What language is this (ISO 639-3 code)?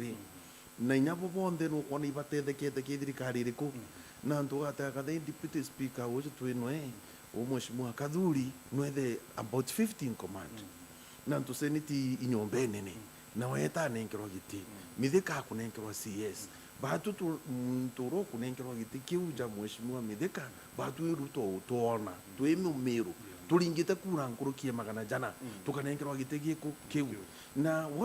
mer